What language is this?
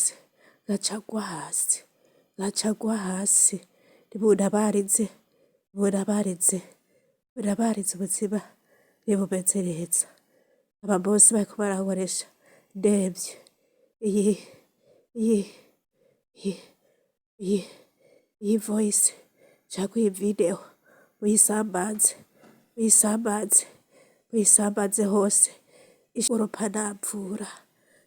Rundi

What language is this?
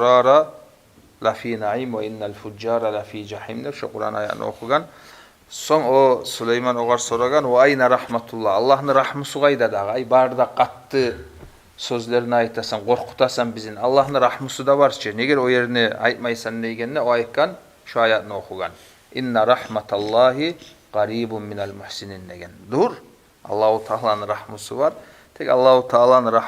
Kumyk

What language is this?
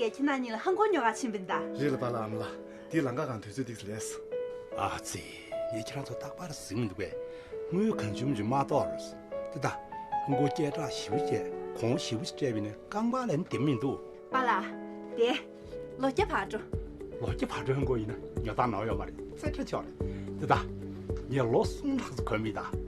Tibetan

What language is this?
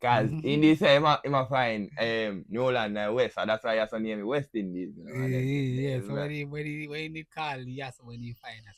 Jamaican Creole English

